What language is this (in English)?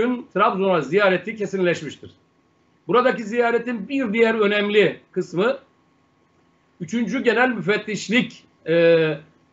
Turkish